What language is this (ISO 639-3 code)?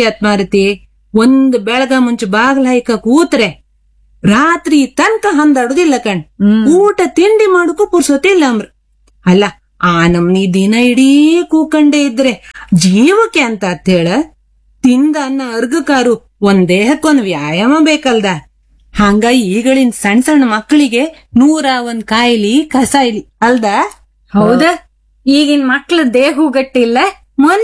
kan